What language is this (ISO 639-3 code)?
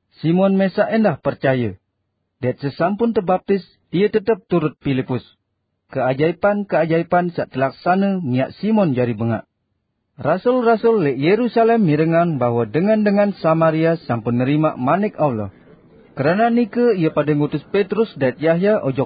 sas